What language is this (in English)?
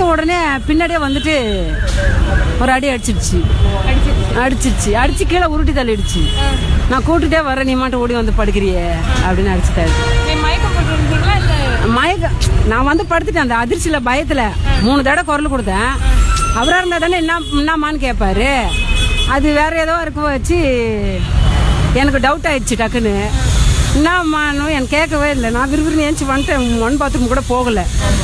Tamil